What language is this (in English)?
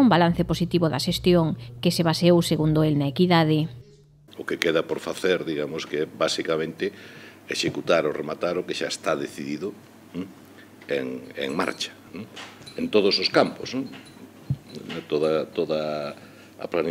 Galician